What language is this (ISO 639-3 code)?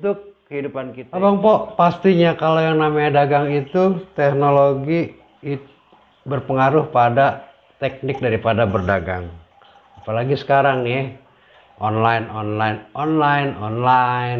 bew